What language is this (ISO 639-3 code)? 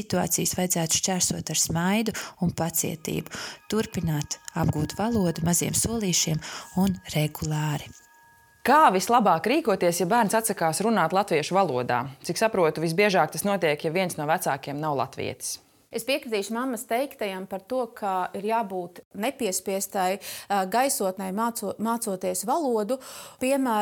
lav